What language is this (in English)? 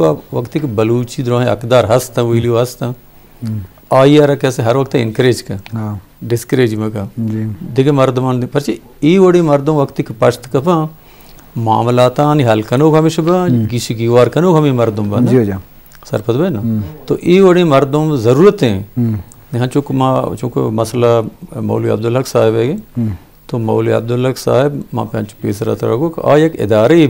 Eastern Balochi